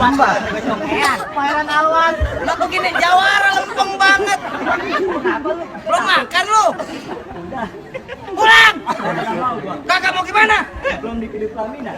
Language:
Betawi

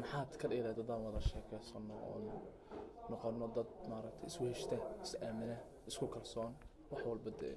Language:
Somali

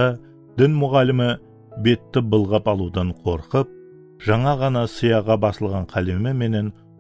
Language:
Kara-Kalpak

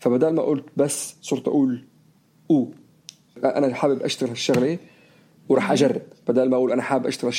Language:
North Levantine Arabic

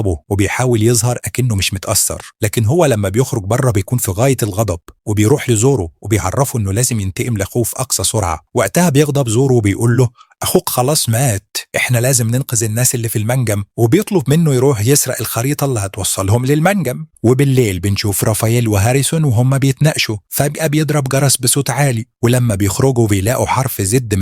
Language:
Egyptian Arabic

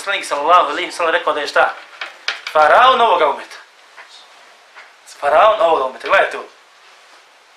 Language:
Bosnian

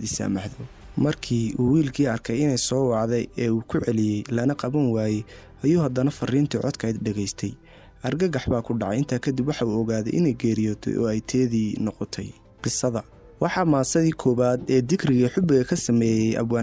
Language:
Somali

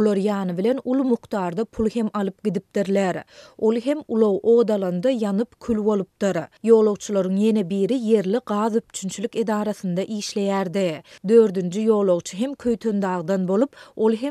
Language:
Turkmen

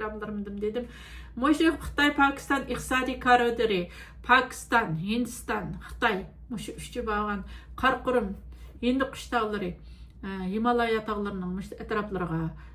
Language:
Uyghur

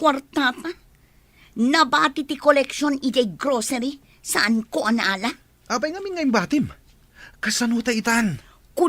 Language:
Iloko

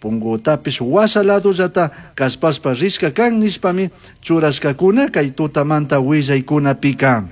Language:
Chimborazo Highland Quichua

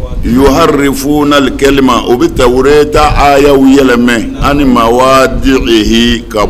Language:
Bambara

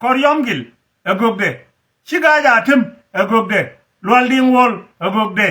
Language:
Nuer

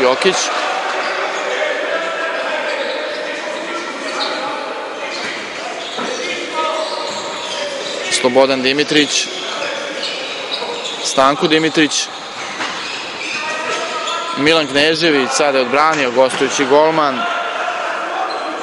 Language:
Serbian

